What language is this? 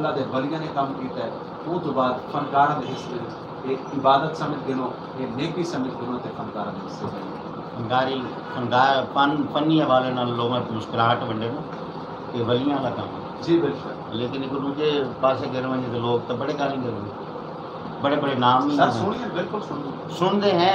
Saraiki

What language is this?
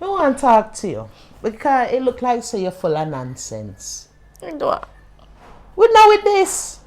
Jamaican Creole English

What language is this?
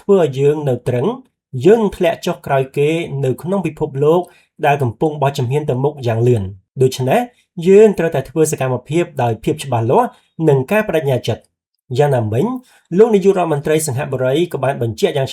Khmer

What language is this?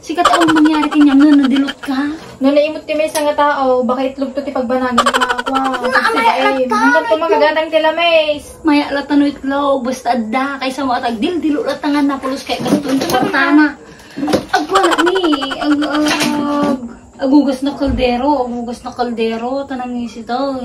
Iloko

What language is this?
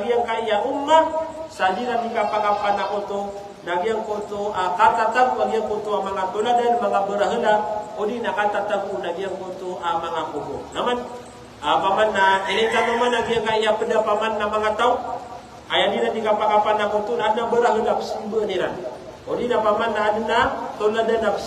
Maranao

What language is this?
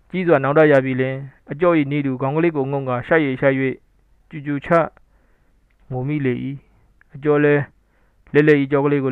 Burmese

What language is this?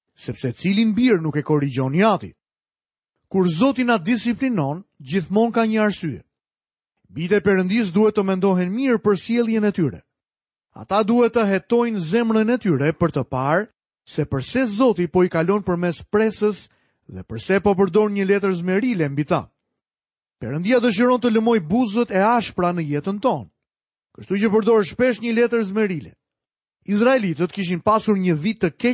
Albanian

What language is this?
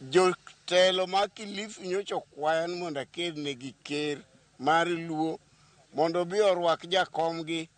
Luo (Kenya and Tanzania)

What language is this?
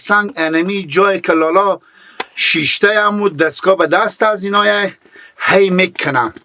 Persian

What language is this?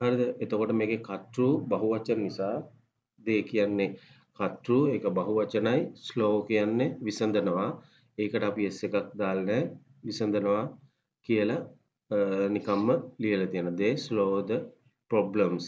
Sinhala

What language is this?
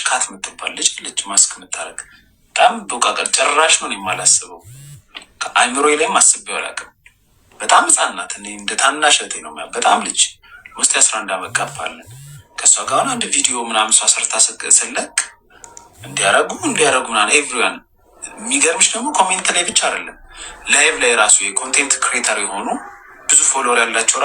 Amharic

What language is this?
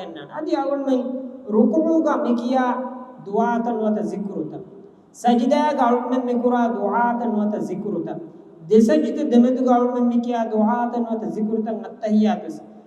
Divehi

